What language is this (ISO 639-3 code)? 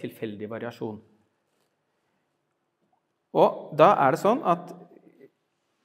nor